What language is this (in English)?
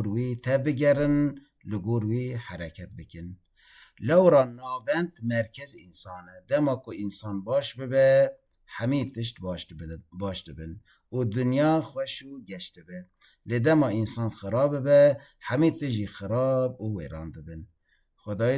Kurdish